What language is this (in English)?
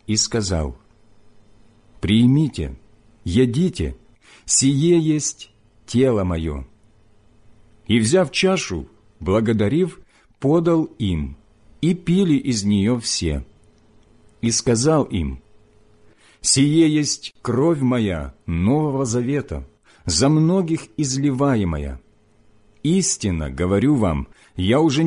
Russian